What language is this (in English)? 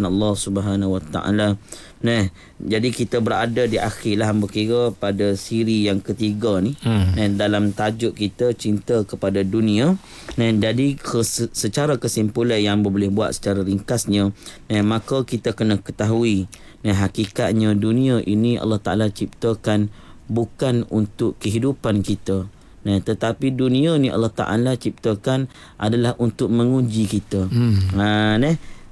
Malay